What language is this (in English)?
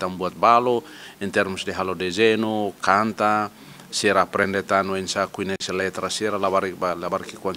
Tetum